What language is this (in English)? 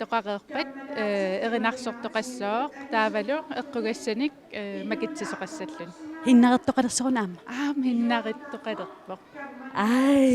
Kalaallisut